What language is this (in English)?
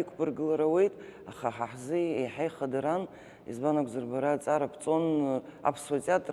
Abkhazian